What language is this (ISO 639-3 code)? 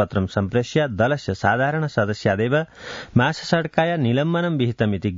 san